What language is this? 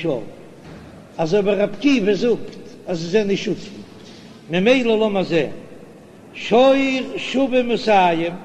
Yiddish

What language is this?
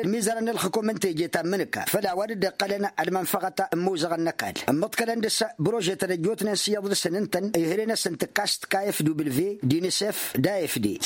Tamasheq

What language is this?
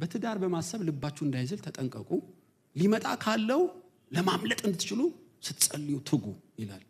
Amharic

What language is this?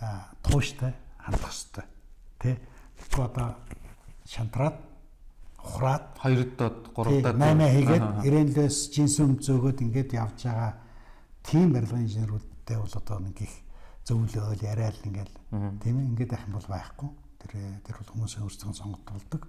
Mongolian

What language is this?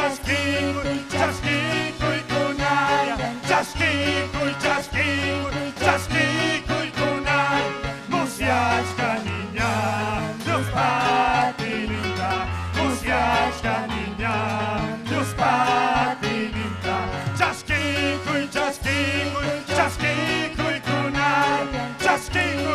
Ayacucho Quechua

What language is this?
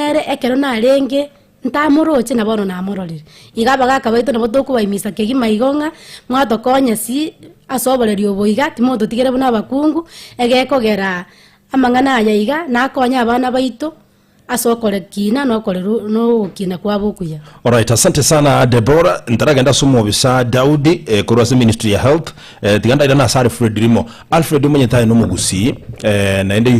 Gusii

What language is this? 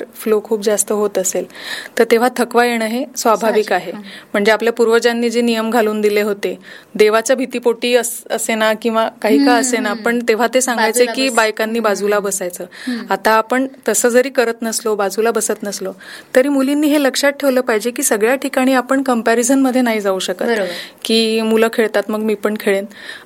Marathi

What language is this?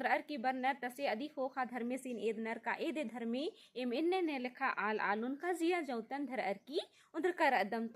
Kurukh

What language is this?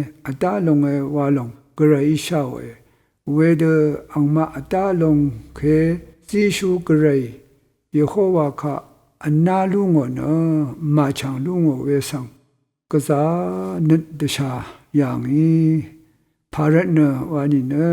Rawang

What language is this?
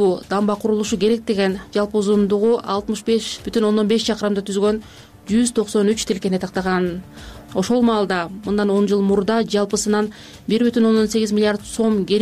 Kyrgyz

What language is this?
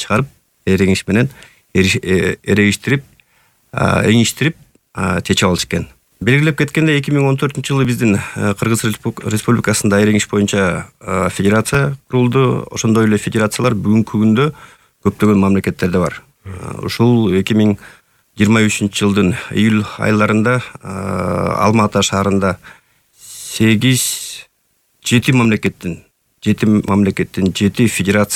Kyrgyz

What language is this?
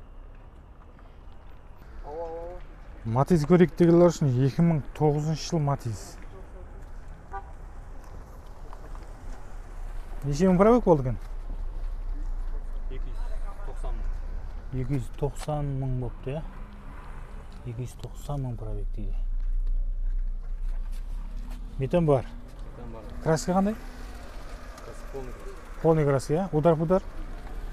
Kazakh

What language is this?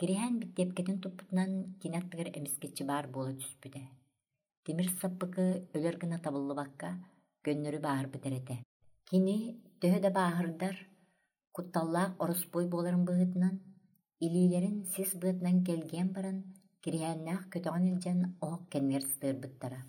Yakut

